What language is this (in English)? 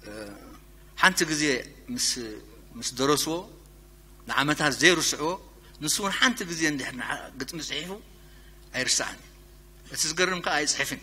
Tigrinya